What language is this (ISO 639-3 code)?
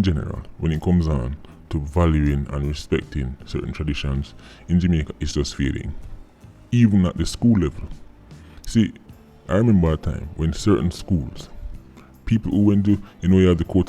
jam